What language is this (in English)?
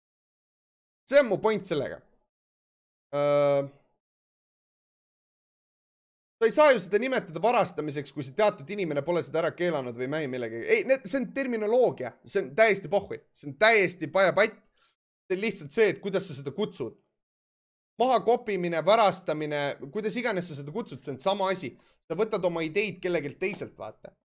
Estonian